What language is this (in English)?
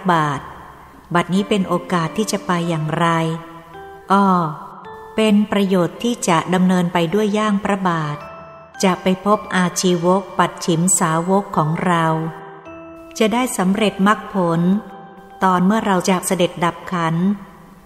Thai